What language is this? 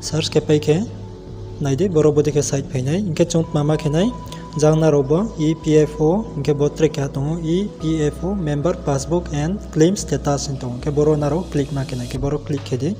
Riang (India)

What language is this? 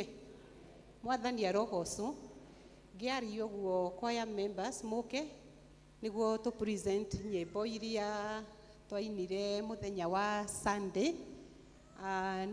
Kikuyu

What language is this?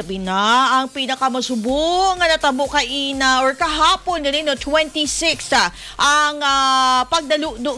Hiligaynon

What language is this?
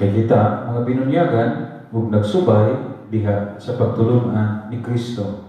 Cebuano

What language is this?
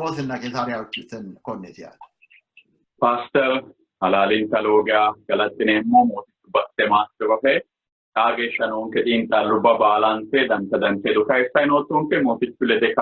Sidamo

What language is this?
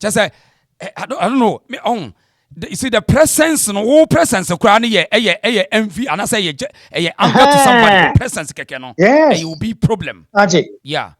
Akan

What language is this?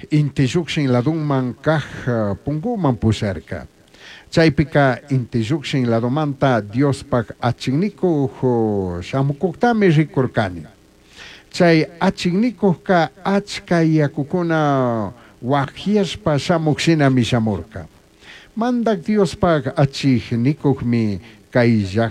Chimborazo Highland Quichua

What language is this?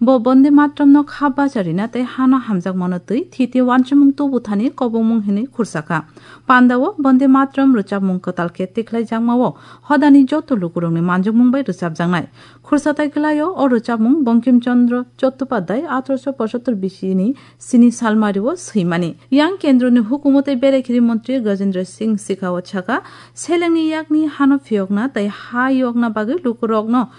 Kok Borok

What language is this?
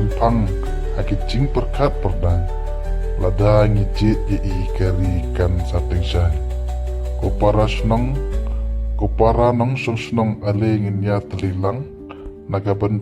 Khasi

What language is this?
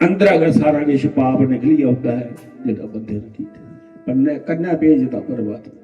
Dogri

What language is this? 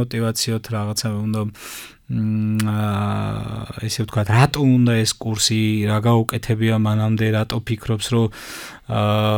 Georgian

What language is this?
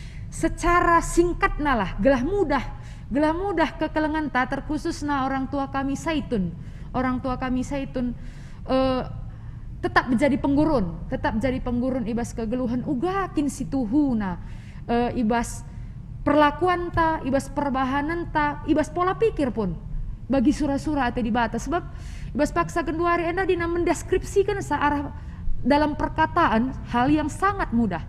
Batak Karo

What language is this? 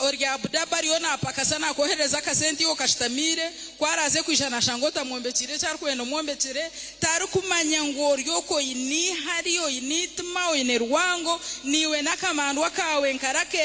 Nyankole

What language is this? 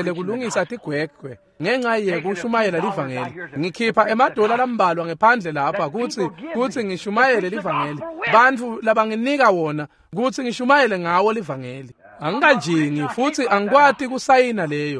Swati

